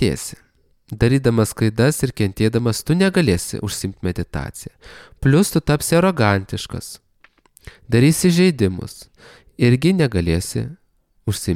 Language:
Lithuanian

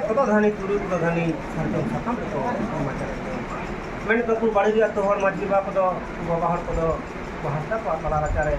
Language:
Santali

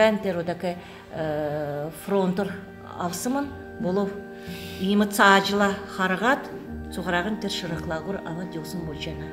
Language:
Kalmyk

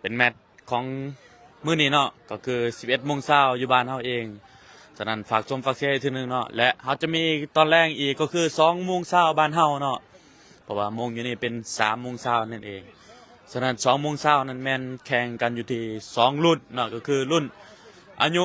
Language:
Lao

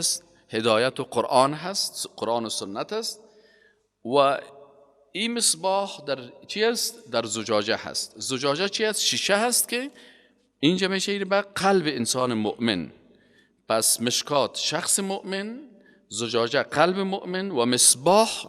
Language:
Persian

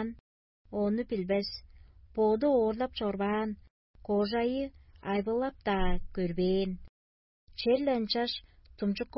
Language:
Tuvinian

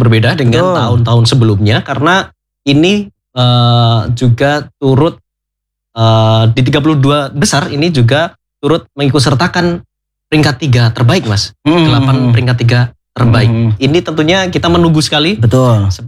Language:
Indonesian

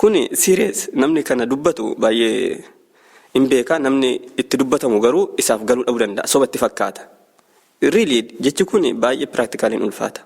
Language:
Oromo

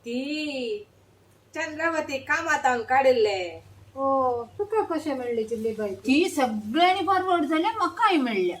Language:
Konkani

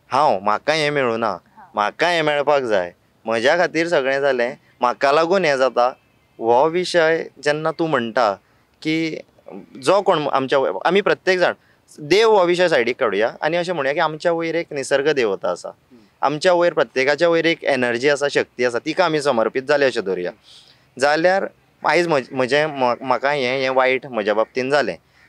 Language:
Konkani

